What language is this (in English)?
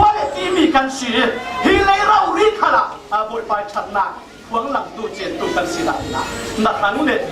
Falam Chin